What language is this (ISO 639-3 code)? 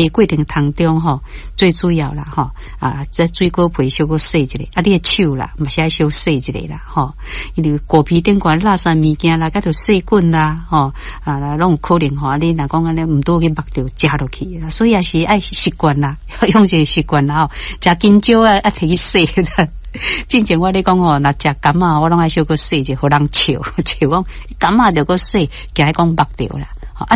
nan